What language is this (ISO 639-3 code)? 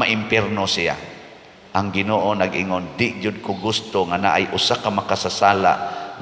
ceb